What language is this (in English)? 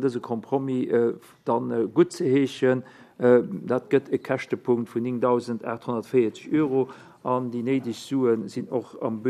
Luxembourgish